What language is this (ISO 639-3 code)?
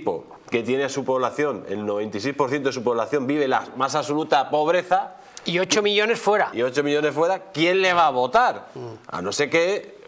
spa